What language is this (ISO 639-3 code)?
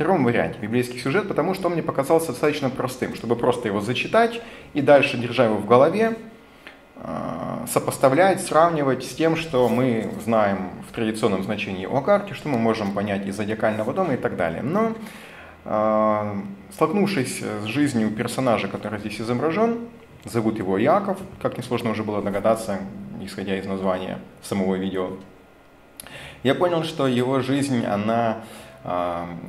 rus